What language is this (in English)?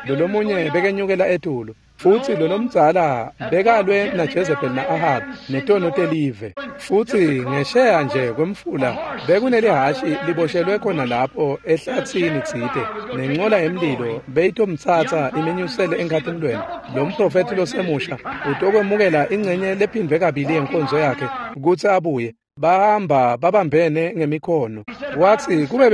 Swati